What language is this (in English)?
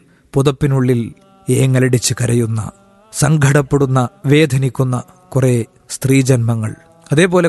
Malayalam